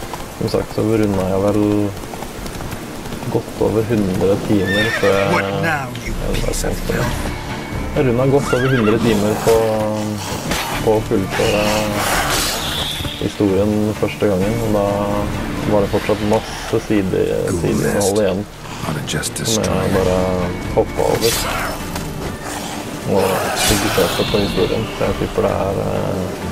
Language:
Norwegian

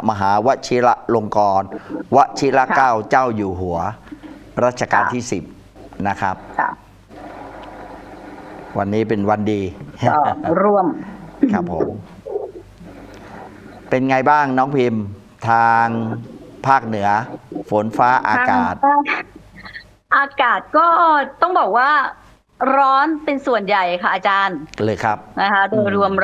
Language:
Thai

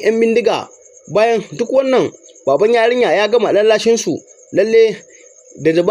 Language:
Hausa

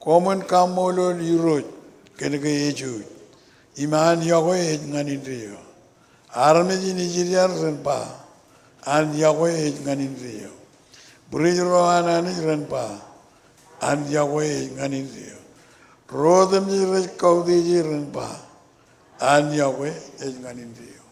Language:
Marshallese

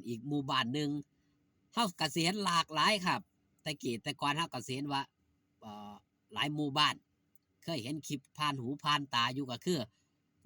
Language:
Lao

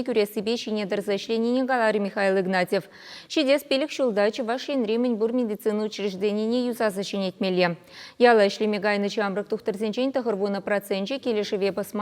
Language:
Chuvash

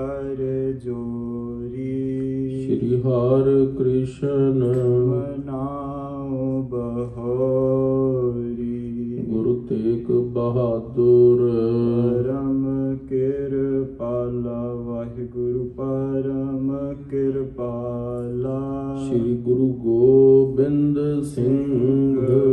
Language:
Punjabi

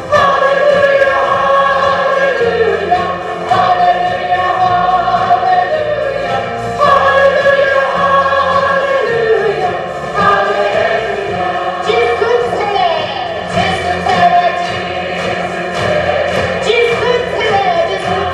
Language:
Chokri Naga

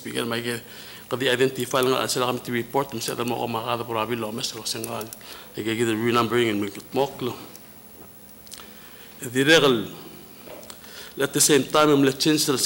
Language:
Palauan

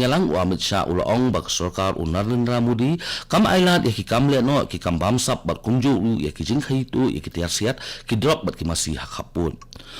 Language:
Khasi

